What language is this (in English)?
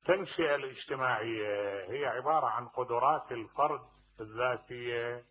Mesopotamian Arabic